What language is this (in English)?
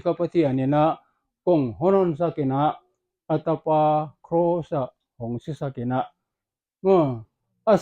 Paite Chin